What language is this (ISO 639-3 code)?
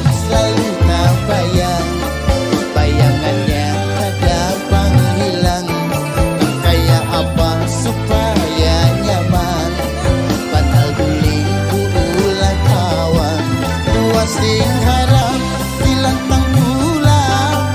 bjn